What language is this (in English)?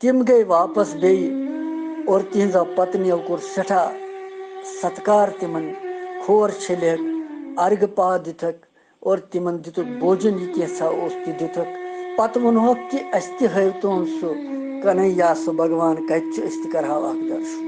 Kashmiri